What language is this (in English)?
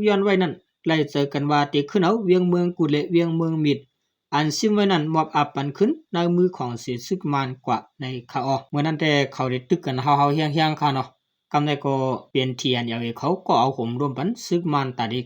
Shan